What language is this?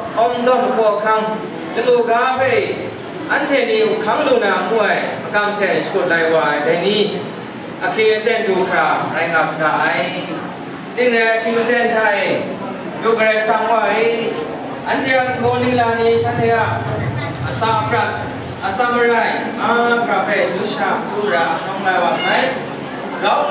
Kachin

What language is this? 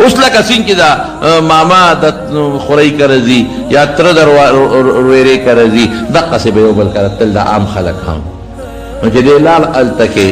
Pashto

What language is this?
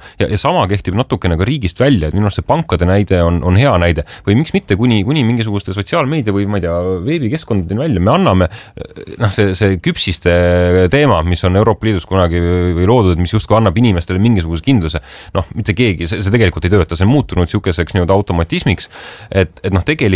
Estonian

